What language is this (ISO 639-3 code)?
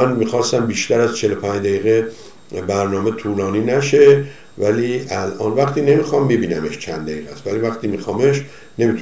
fas